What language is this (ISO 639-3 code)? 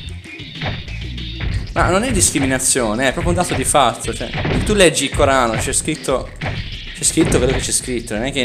ita